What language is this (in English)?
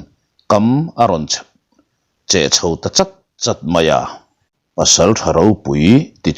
Mizo